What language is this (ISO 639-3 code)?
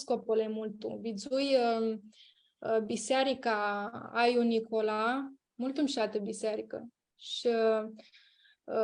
rup